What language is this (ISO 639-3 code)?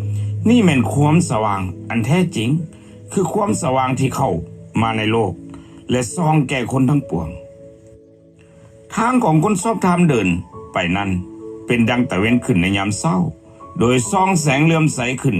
lao